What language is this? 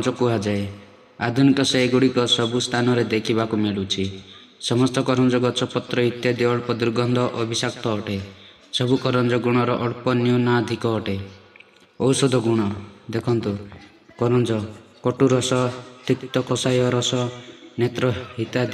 Odia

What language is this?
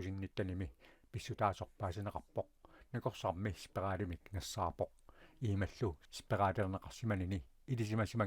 Kalaallisut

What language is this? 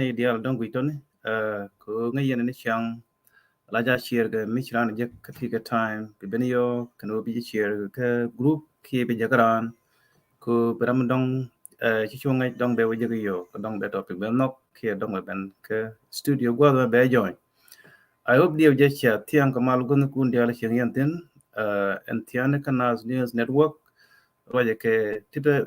Nuer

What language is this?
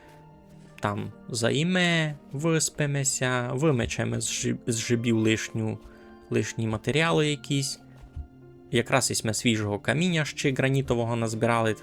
Rusyn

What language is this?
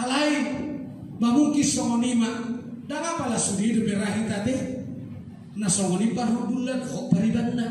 Batak Toba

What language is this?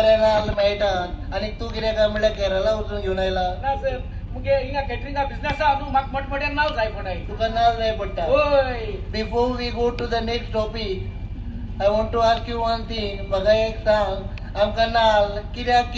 Konkani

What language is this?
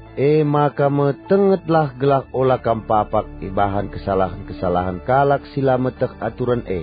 Batak Karo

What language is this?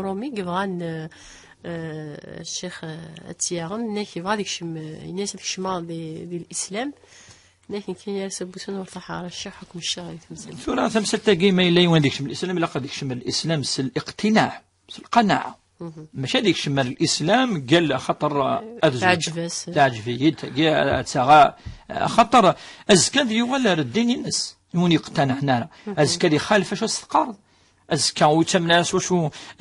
Kabyle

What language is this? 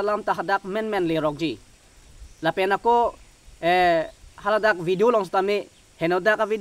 Karbi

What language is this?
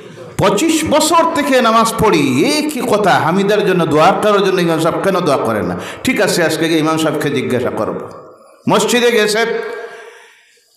Bangla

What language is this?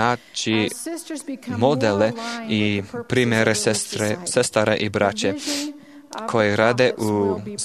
Serbian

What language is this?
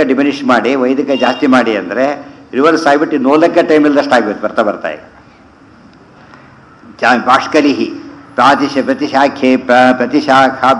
Kannada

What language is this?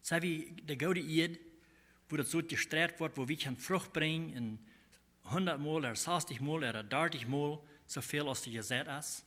Plautdietsch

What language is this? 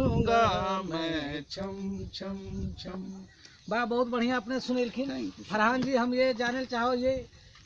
Magahi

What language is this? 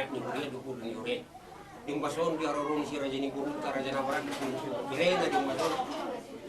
Batak Toba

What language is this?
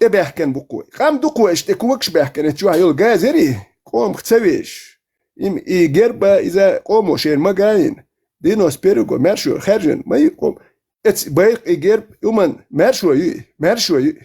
Chechen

